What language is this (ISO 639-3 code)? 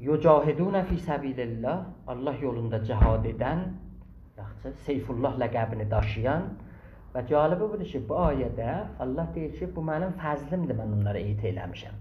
azb